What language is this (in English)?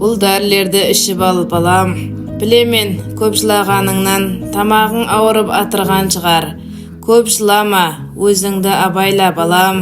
Kara-Kalpak